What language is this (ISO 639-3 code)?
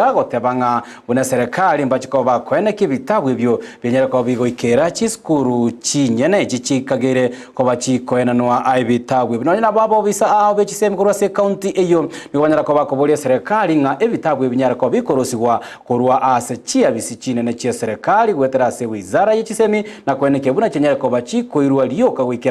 guz